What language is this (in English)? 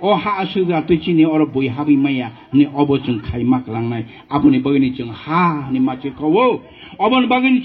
Kok Borok